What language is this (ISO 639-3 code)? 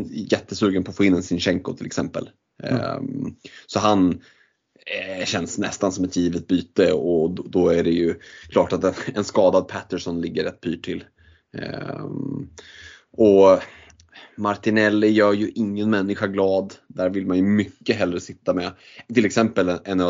swe